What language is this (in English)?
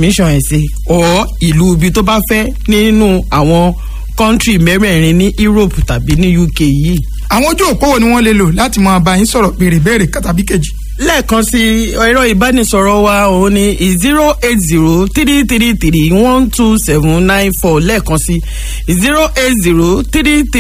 Yoruba